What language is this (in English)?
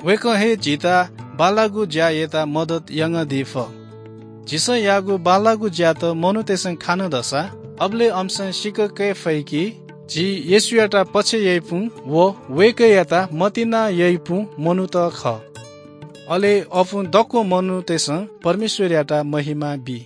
Newari